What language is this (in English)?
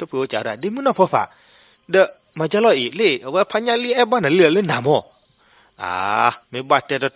S'gaw Karen